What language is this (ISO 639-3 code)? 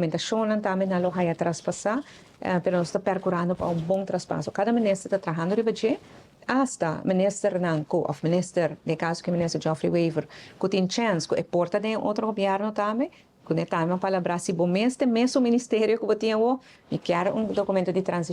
pap